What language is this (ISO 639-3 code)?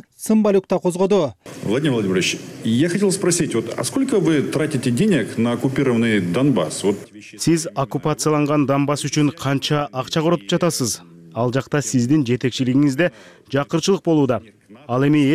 kir